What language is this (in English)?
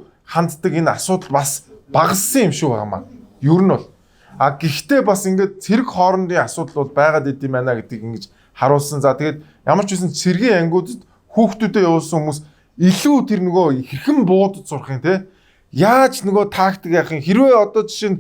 Mongolian